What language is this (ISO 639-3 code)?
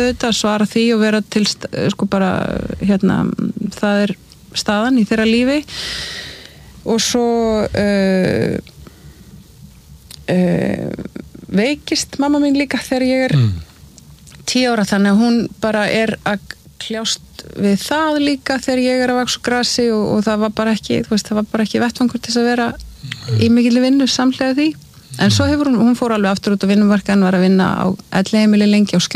isl